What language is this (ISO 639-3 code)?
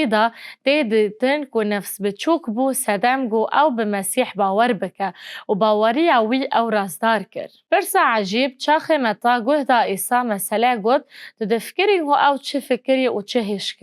kur